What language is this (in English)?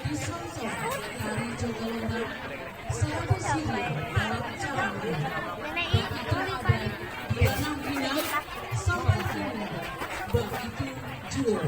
Minangkabau